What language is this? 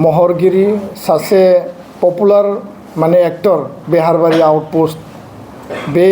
Bodo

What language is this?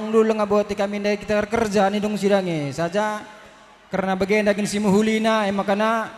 Batak Karo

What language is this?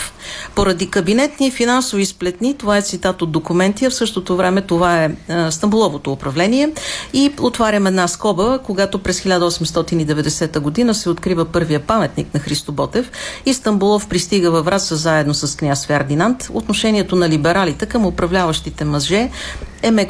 Bulgarian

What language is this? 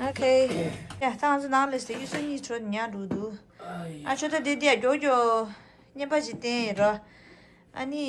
Tibetan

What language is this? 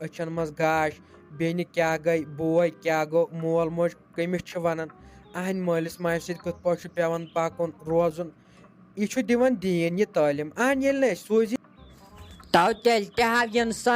Kashmiri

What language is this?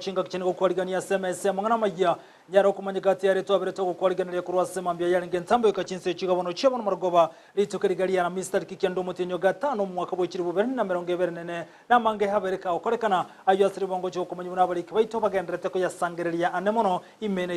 Gusii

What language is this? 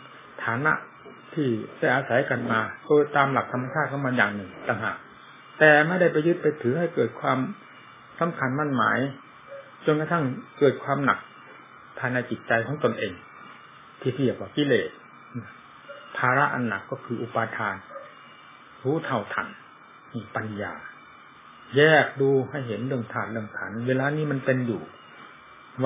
Thai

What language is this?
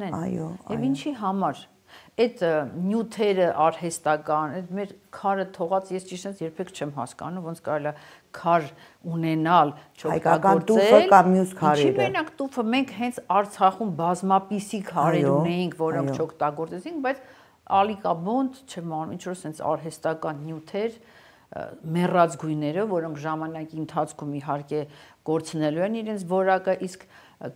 Armenian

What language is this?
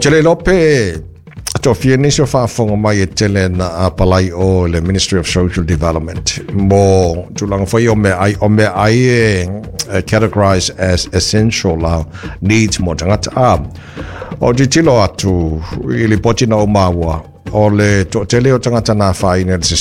Samoan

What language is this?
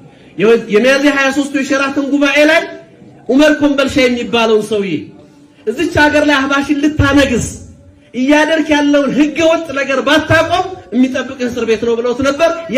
Amharic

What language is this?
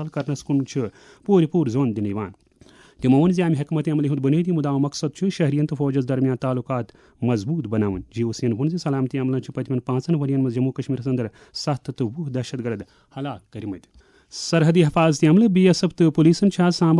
Kashmiri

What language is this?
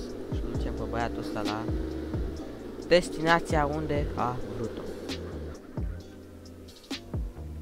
Romanian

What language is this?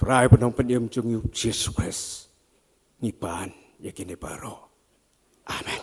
Khasi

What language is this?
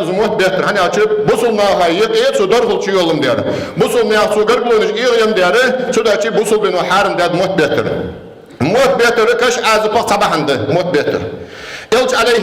Ingush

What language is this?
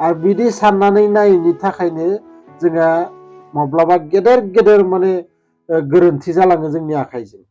Bodo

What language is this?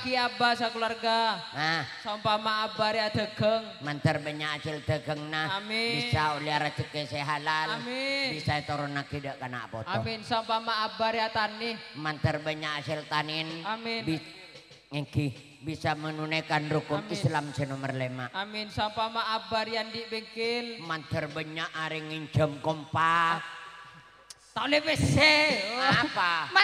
Madurese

